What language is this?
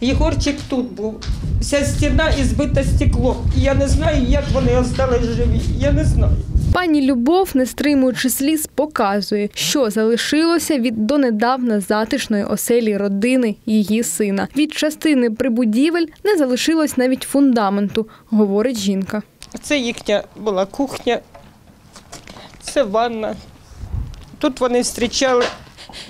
Ukrainian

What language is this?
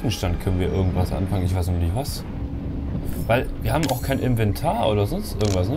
German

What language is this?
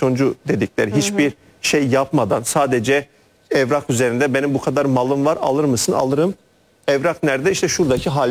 Turkish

